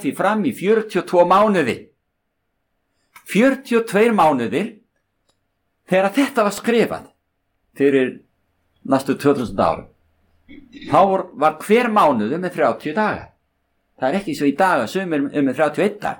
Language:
Icelandic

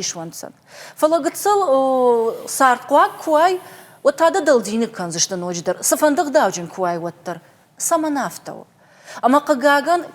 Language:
Ossetic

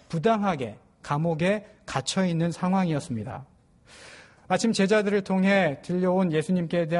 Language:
Korean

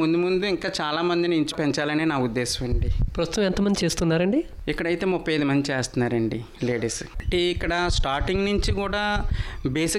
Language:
Telugu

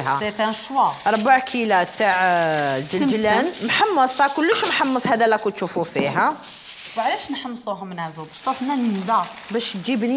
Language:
Algerian Arabic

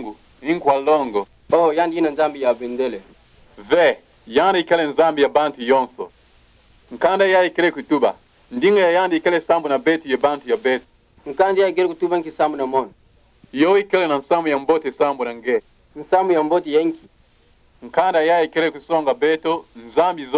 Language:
Kituba (Democratic Republic of Congo)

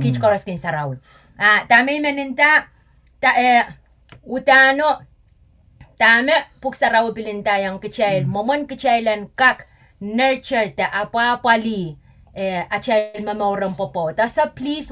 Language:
Pohnpeian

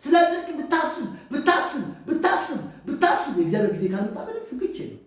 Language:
Amharic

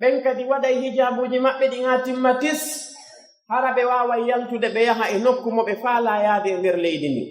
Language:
Pular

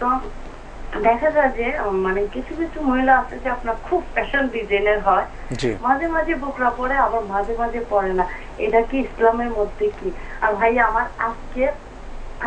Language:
Bangla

